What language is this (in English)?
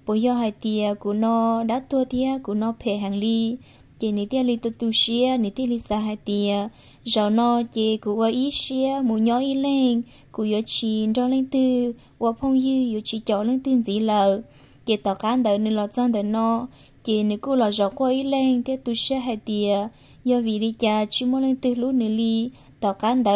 Hmong